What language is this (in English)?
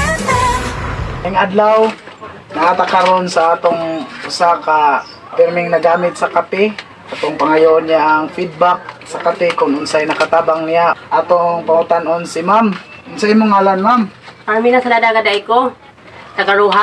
Cebuano